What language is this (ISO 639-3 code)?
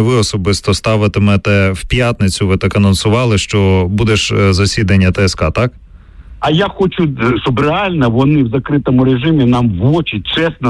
ukr